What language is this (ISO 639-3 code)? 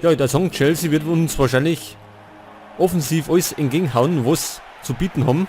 bar